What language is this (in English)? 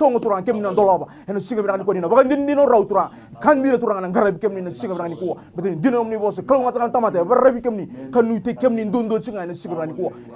Fijian